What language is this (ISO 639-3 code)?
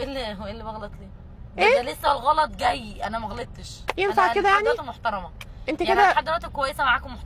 arz